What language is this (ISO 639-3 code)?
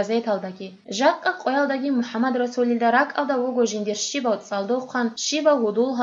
ava